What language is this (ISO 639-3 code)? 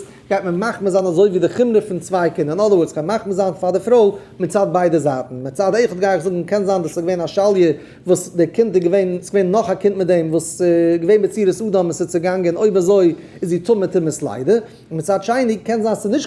yid